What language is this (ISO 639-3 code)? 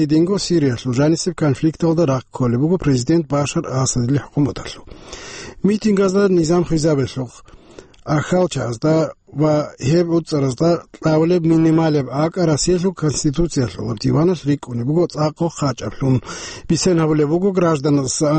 ava